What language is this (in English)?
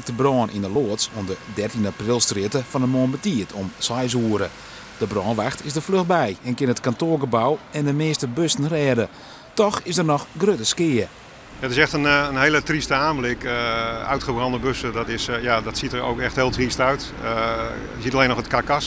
Western Frisian